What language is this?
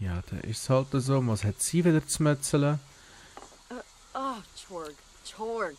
Swiss German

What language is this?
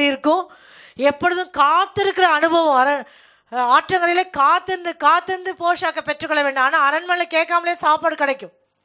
Tamil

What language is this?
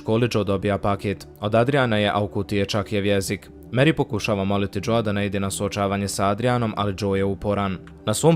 Bosnian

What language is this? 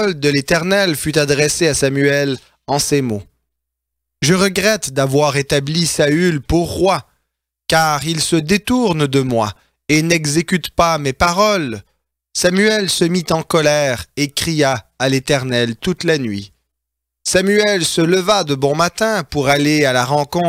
French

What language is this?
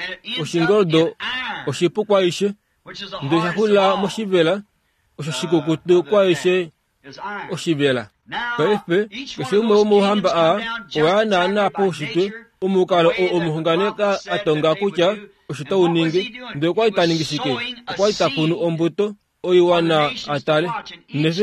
Kuanyama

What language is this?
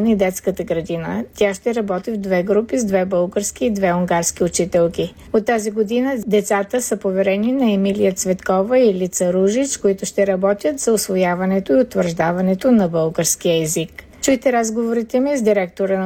Bulgarian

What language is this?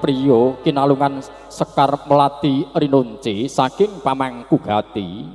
Javanese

